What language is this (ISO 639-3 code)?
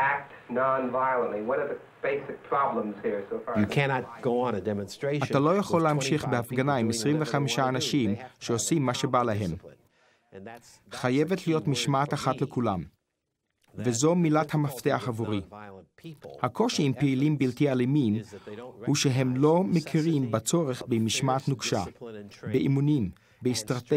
heb